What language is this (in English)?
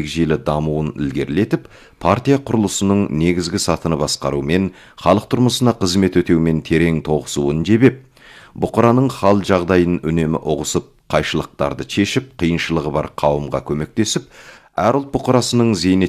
Kazakh